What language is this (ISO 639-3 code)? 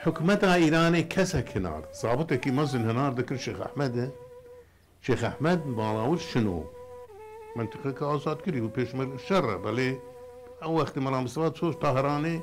kur